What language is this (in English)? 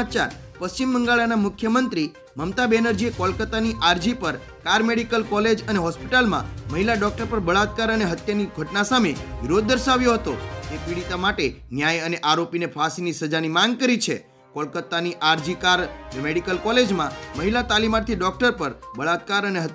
Gujarati